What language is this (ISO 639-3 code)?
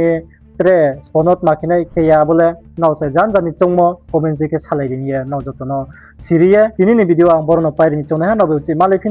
ria